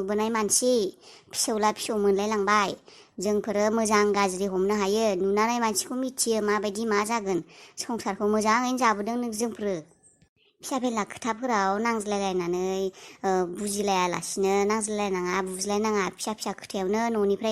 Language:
Bodo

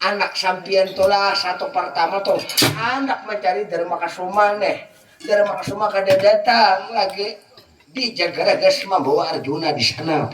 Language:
Banjar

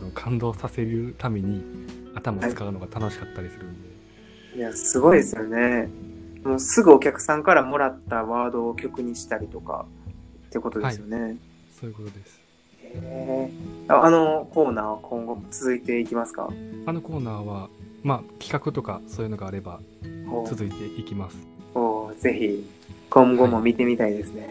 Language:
Japanese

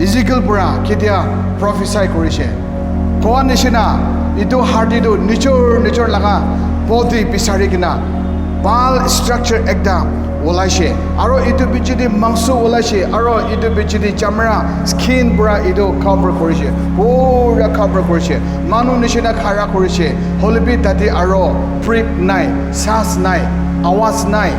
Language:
Naga Pidgin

